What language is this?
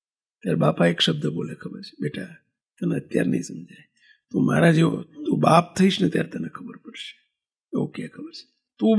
Gujarati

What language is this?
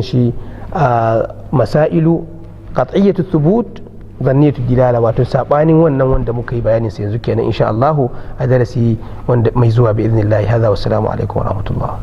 Hausa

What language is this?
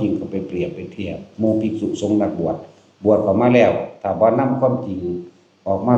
Northeastern Thai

